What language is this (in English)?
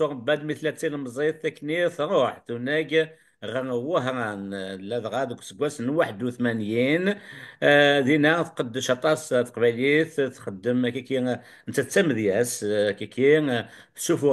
Kabyle